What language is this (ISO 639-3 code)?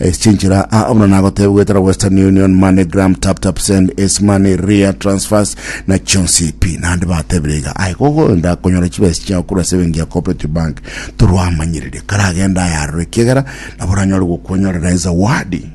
guz